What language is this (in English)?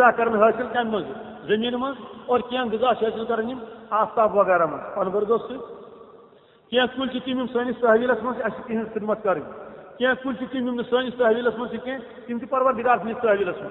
Kashmiri